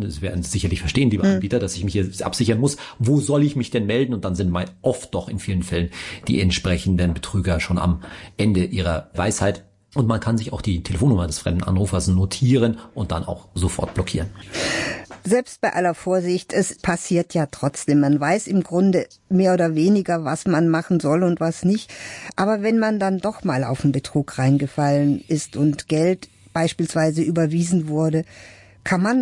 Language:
German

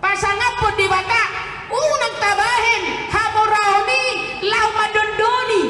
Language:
Batak Toba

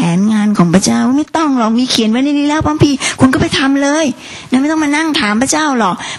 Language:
Thai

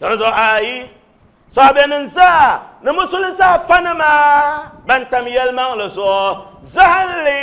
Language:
Dagbani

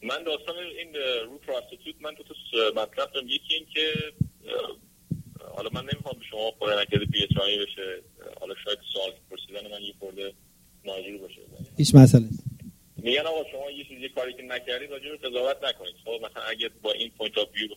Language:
Persian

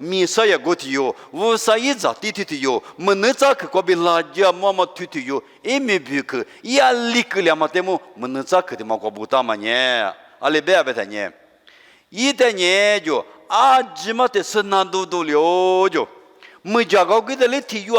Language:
Lisu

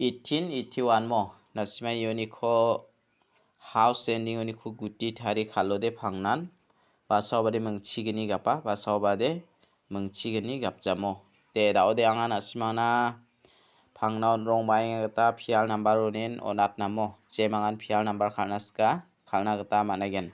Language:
Garo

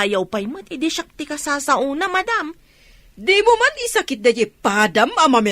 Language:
Iloko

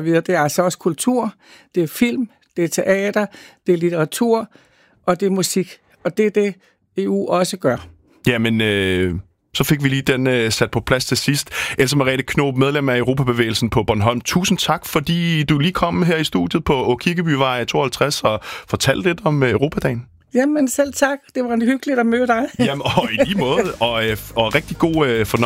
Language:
Danish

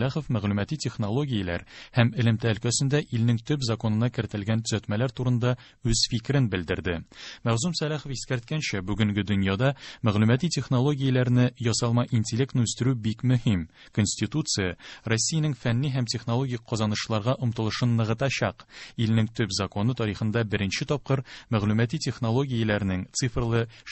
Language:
Tatar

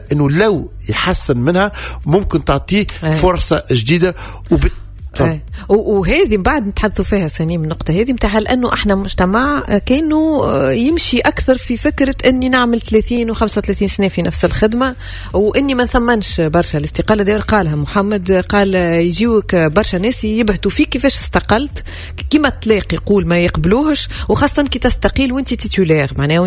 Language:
Tunisian Arabic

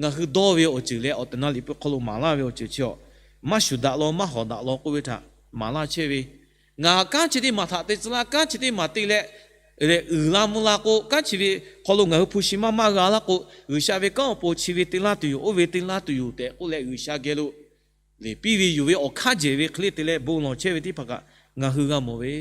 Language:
Lahu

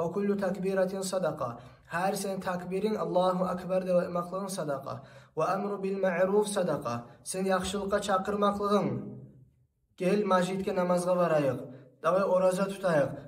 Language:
Kumyk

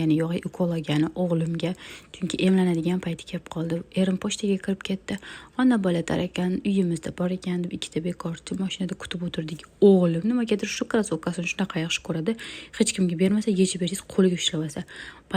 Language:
Uzbek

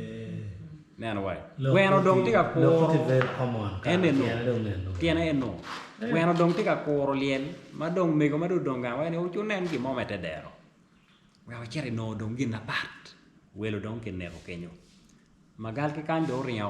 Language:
Acoli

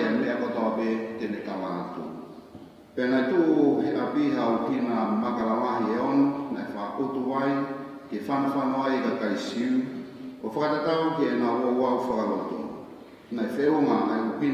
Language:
Tongan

